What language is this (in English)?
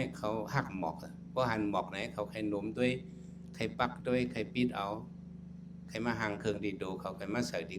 Shan